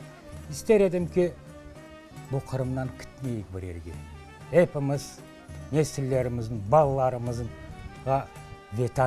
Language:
Crimean Tatar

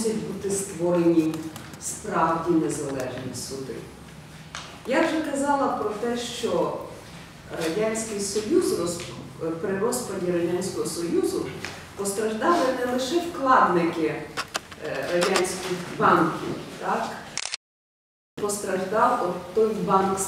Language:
Ukrainian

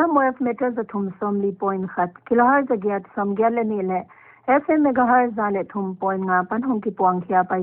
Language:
Paite Chin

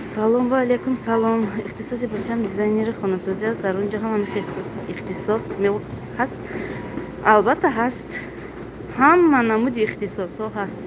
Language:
Tajik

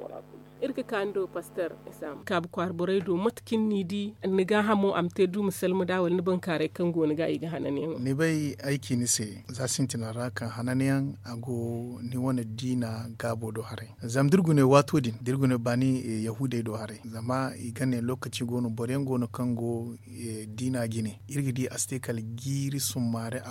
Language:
Zarma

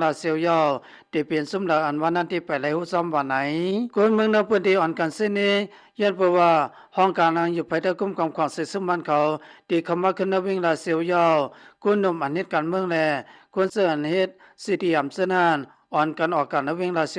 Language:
Shan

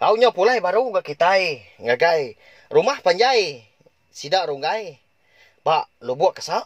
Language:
Iban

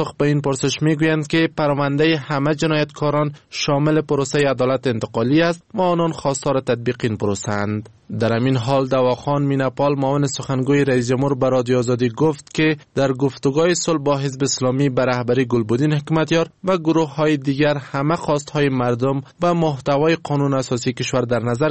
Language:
Persian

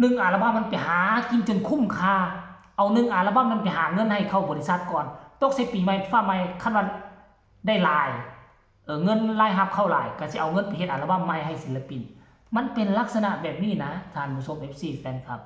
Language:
Northeastern Thai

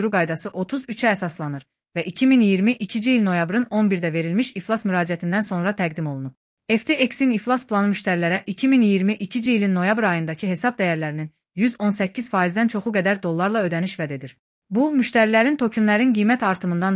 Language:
Azerbaijani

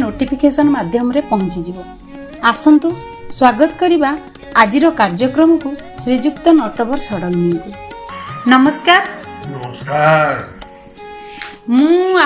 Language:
Odia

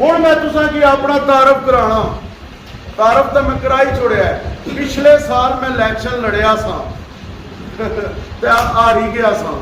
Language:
Pahari-Potwari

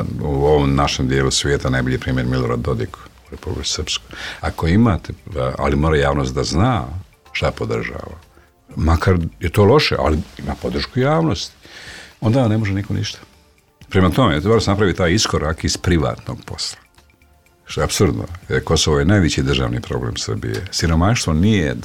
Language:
Serbian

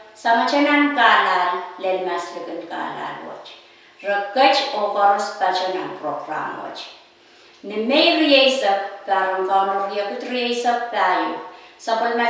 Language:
Pohnpeian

